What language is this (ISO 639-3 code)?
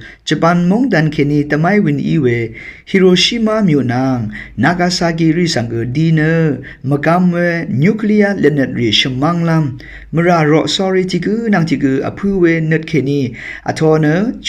raw